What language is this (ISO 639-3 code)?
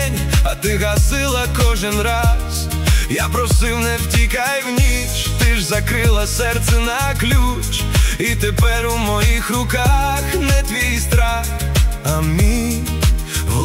ukr